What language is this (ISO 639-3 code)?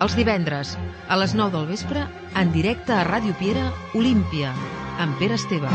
cat